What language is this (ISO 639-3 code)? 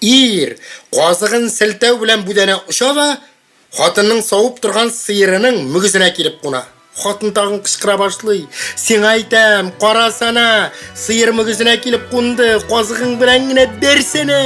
tat